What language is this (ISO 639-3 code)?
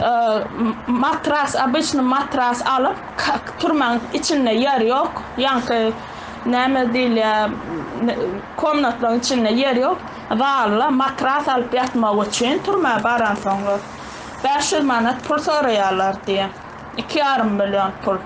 tuk